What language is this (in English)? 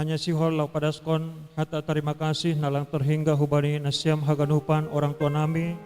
Batak Simalungun